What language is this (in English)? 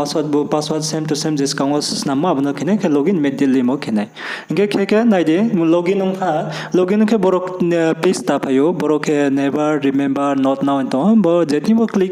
Riang (India)